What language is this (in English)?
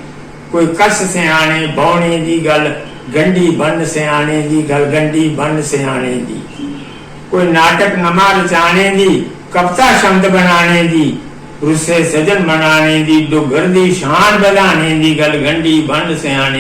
Dogri